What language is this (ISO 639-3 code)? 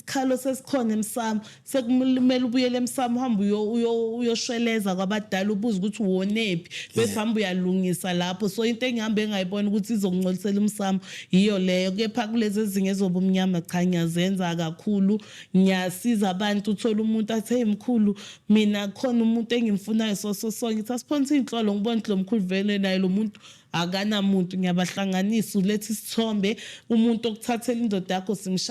zul